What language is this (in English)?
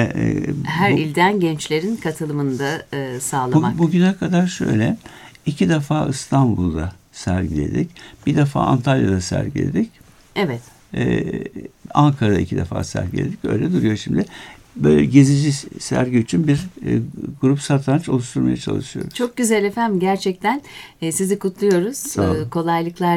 Turkish